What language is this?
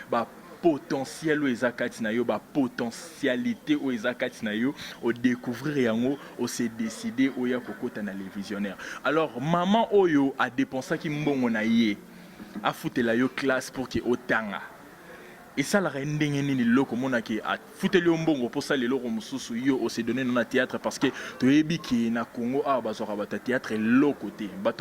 Lingala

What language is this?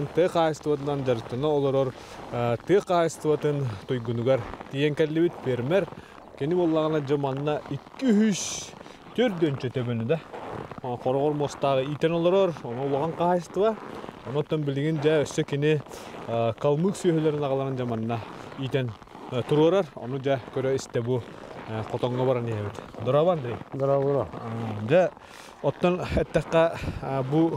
Yakut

